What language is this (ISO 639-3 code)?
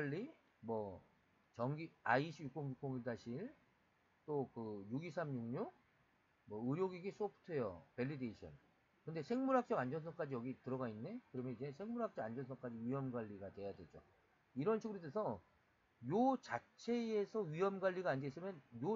kor